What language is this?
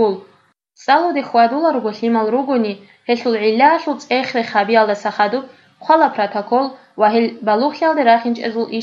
Avaric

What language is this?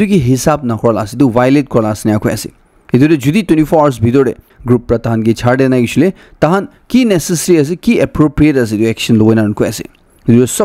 Naga Pidgin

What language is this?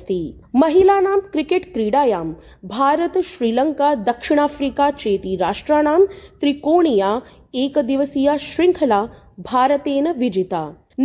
Sanskrit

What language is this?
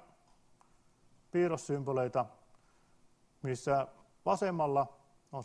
Finnish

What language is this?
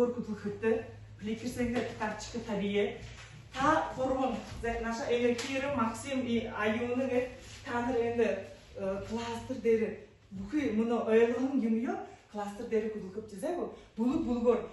Buriat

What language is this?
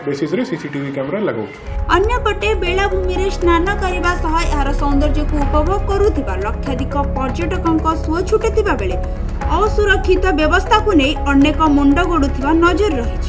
Odia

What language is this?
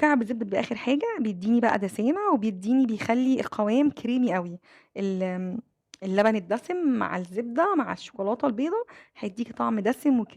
Egyptian Arabic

